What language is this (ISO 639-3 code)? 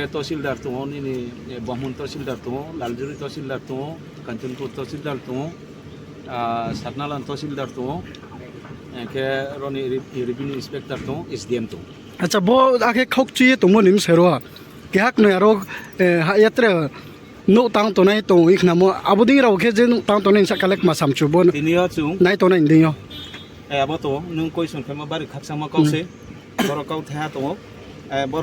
ria